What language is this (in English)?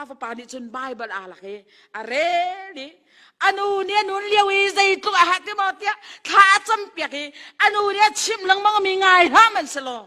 Hakha Chin